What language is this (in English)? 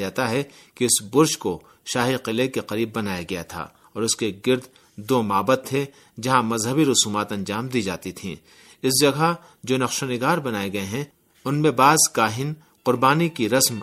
Urdu